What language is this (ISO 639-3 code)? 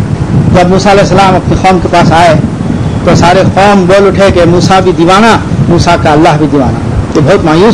urd